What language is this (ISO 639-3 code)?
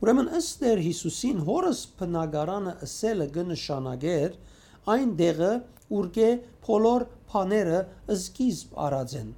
hyw